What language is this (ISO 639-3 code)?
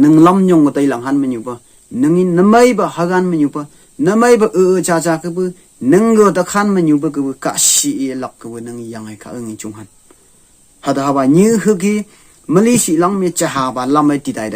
nph